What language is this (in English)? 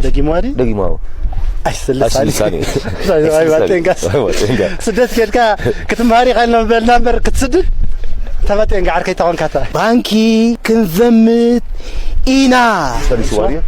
Tigrinya